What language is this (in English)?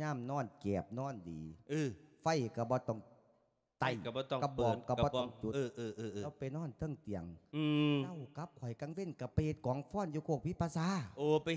Lao